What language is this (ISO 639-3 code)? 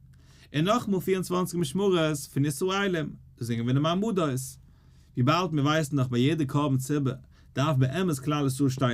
yid